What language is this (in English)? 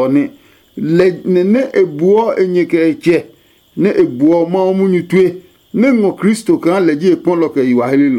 Adangme